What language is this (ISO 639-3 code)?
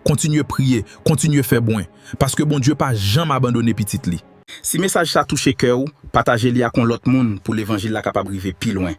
hat